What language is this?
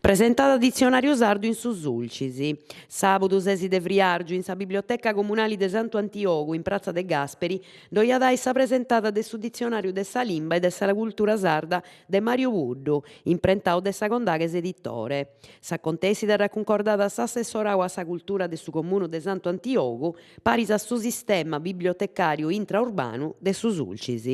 Sardinian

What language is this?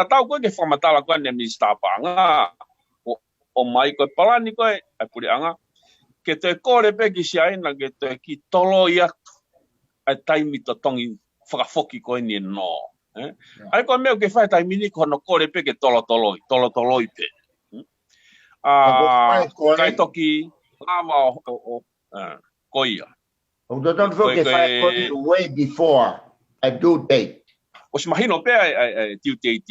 Tongan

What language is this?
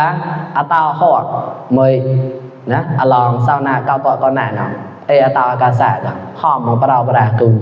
Mon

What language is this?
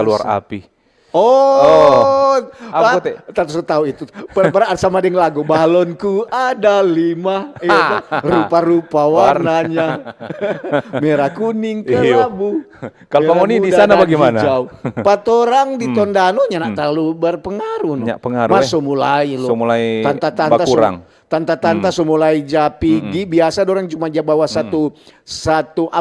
Manado Malay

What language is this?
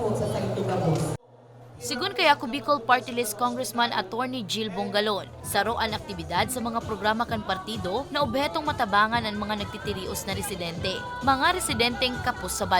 Bikol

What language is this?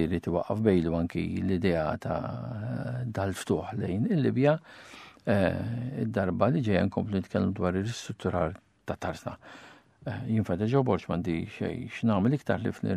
Maltese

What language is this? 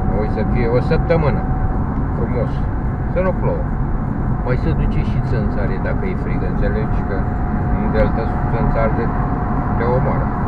Romanian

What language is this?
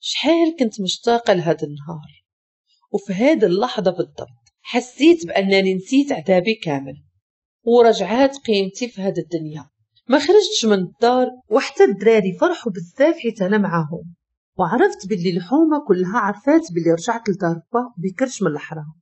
Moroccan Arabic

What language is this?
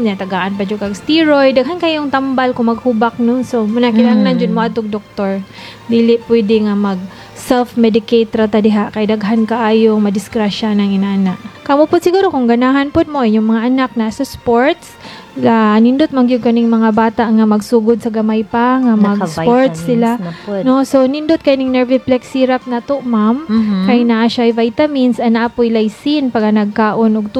Cebuano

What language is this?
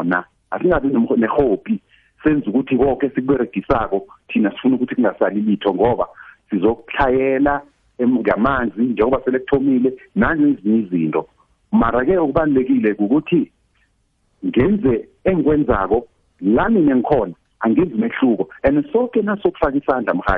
South Ndebele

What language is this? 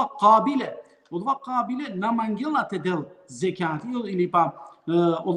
Balkan Romani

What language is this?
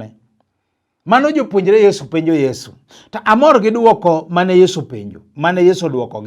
Luo (Kenya and Tanzania)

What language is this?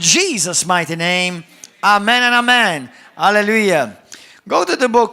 English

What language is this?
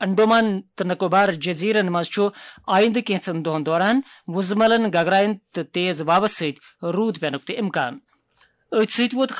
Kashmiri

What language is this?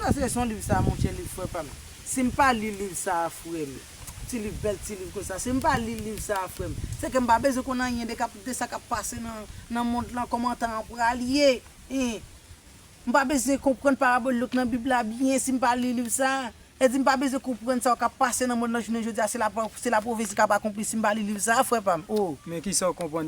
Haitian Creole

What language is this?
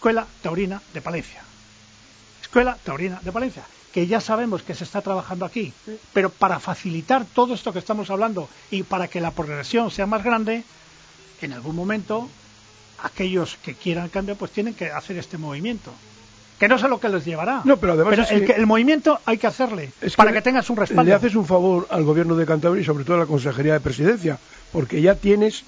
Spanish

